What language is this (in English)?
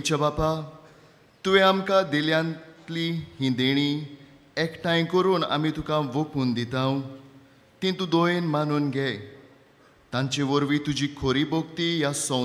Konkani